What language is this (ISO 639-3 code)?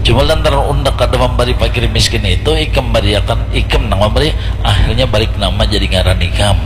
bjn